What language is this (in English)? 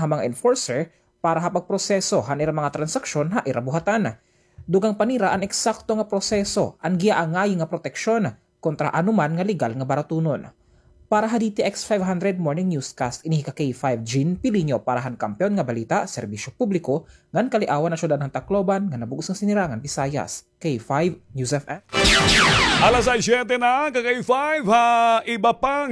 Waray